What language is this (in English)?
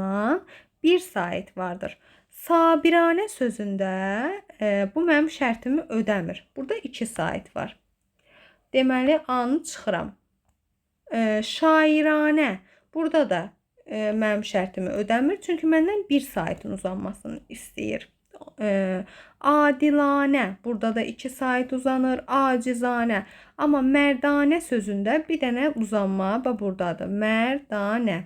Azerbaijani